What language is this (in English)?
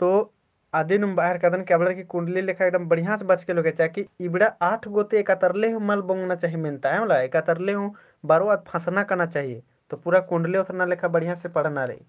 Kurukh